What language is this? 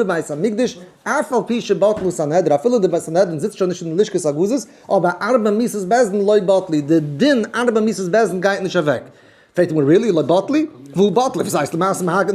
Yiddish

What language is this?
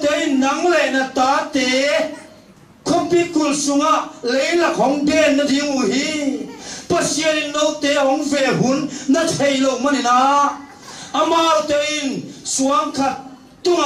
Tedim Chin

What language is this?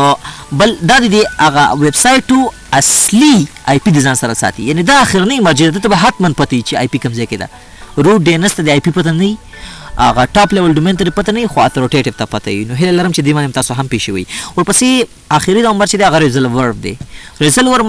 Pashto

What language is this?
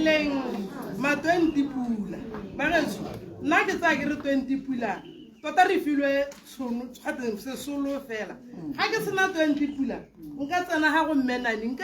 Tswana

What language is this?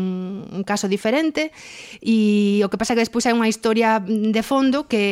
Galician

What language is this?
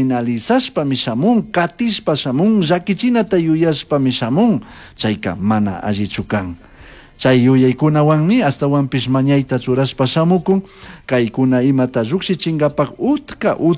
Chimborazo Highland Quichua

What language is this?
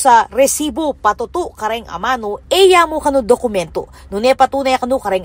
Pampanga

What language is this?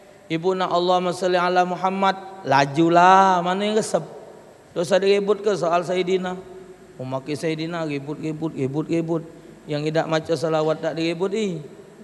Musi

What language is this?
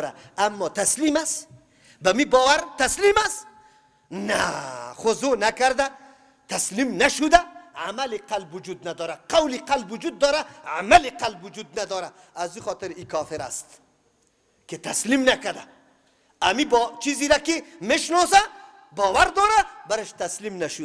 Persian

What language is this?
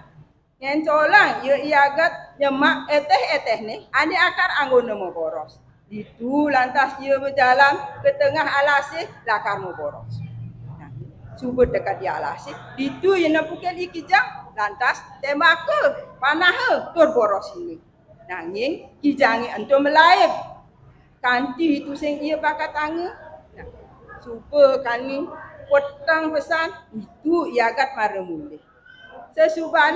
Balinese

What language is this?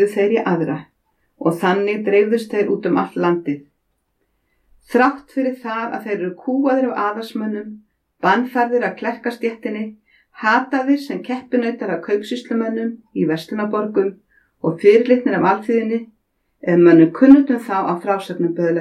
Icelandic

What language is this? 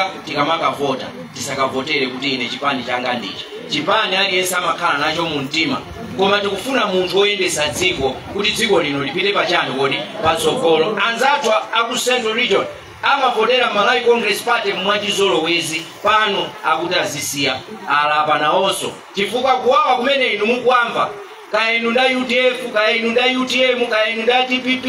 Nyanja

